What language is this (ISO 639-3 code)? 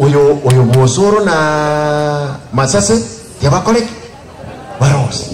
guz